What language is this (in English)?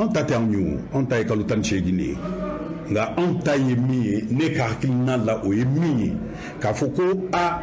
Bambara